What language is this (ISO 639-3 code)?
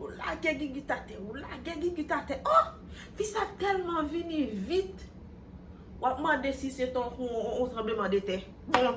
hat